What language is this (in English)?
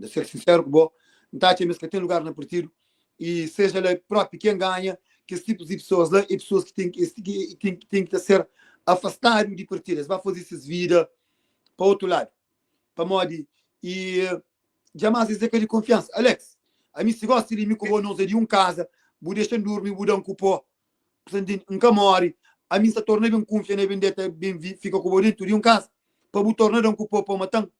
Kabuverdianu